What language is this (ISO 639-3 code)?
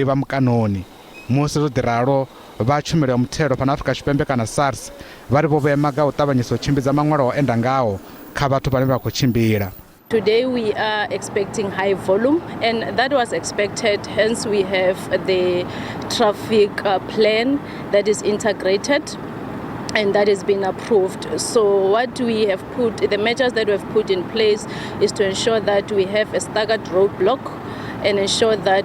ven